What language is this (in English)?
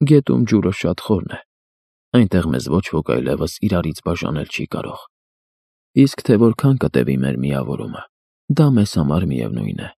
Armenian